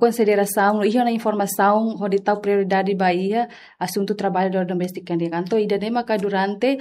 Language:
Tetum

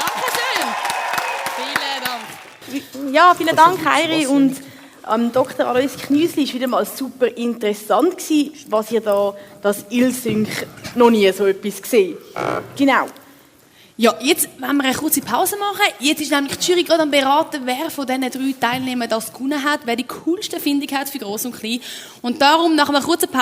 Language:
Swiss German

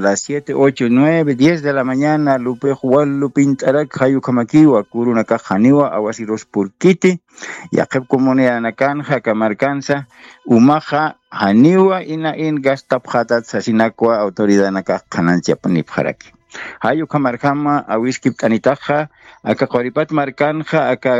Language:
Aymara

